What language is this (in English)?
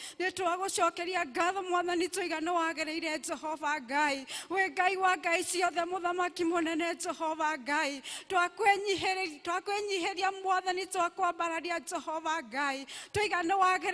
Kikuyu